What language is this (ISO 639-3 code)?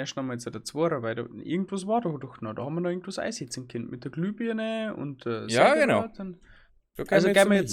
bar